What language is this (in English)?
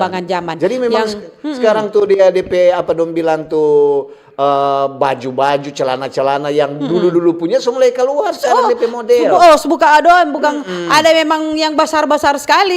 Manado Malay